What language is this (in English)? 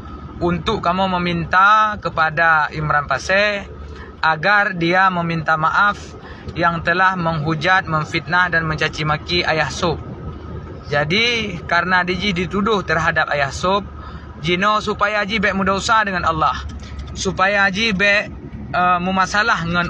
Achinese